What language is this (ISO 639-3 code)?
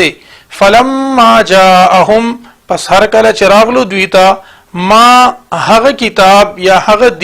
pus